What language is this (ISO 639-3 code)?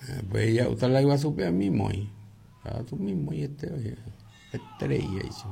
grn